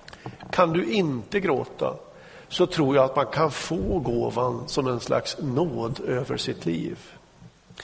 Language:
Swedish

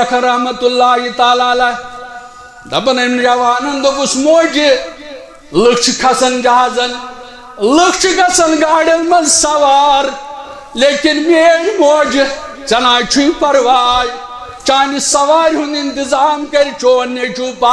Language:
Kashmiri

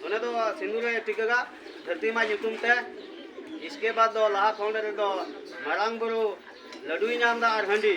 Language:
Santali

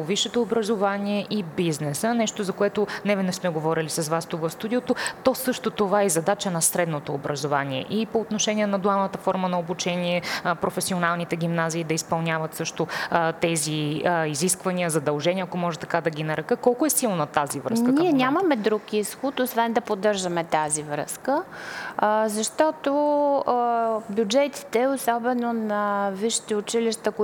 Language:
Bulgarian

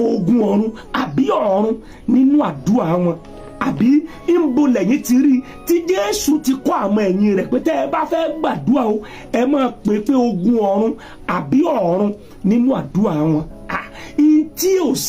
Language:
Yoruba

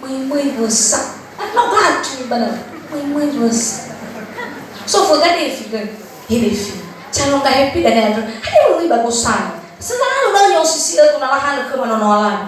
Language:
Nias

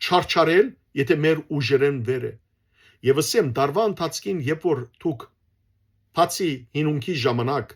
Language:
Western Armenian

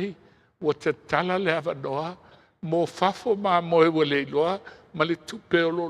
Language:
Samoan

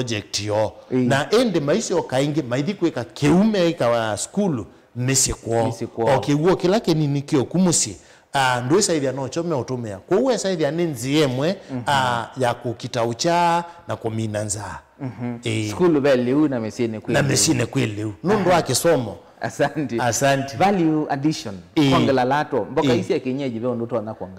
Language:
Kamba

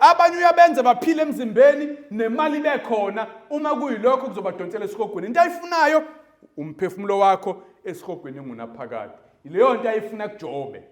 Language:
Zulu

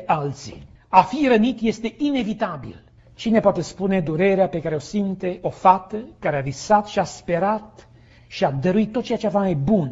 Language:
Romanian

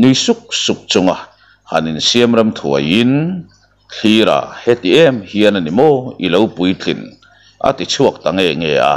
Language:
Mizo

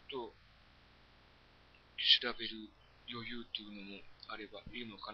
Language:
Japanese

